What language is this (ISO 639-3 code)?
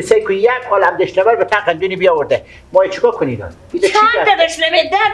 fas